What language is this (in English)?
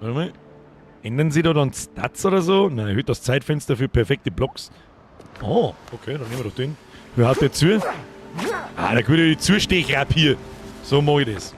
Bavarian